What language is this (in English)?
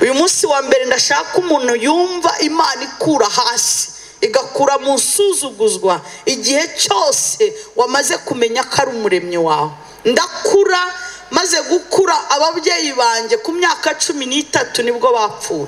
Kinyarwanda